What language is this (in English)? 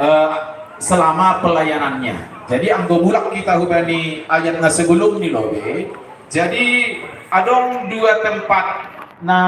Batak Simalungun